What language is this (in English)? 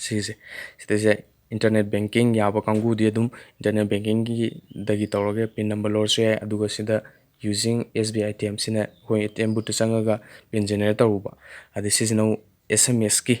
Manipuri